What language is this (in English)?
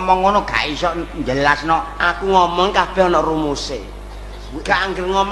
Javanese